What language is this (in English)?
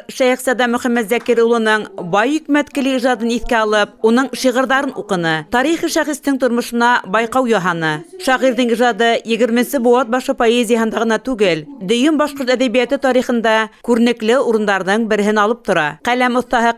Bashkir